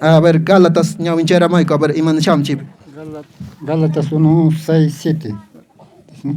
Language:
Quechua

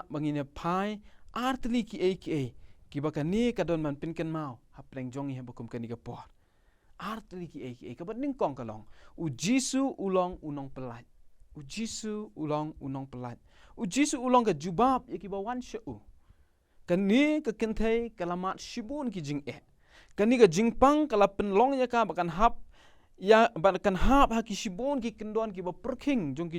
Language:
Khasi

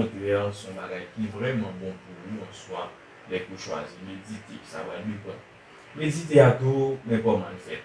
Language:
Haitian Creole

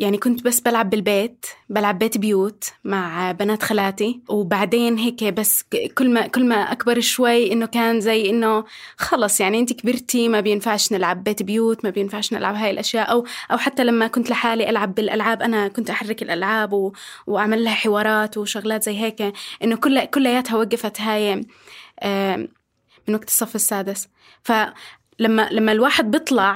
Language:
North Levantine Arabic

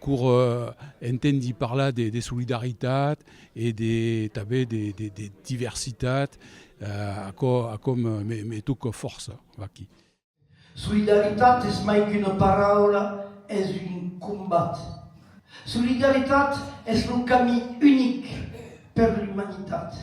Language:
Occitan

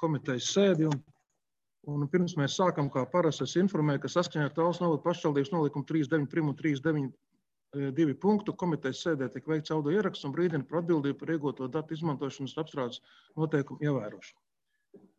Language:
Latvian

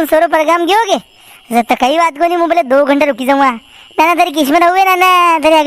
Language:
Rajasthani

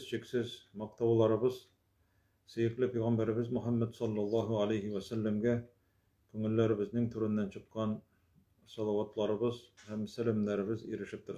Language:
Tatar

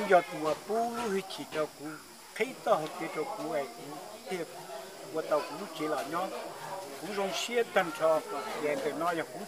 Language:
Hmong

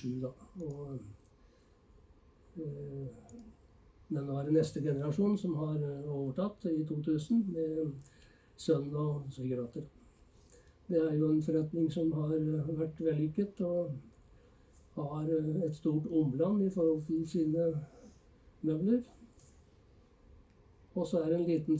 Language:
Norwegian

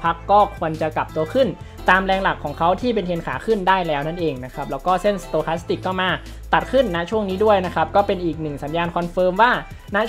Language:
Thai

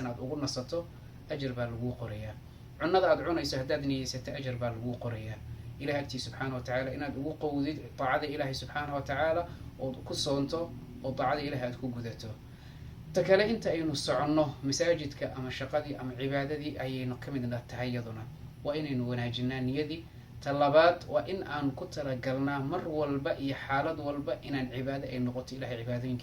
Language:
Somali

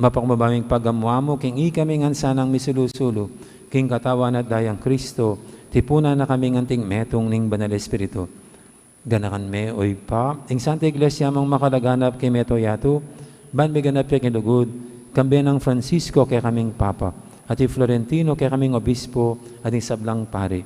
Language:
Pampanga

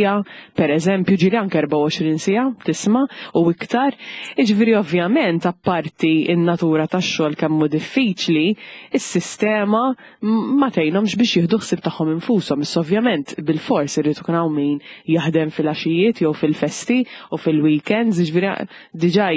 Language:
Maltese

